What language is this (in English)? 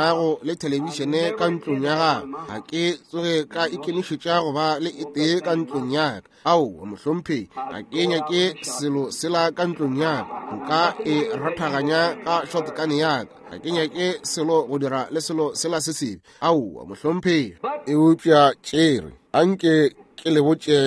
Northern Sotho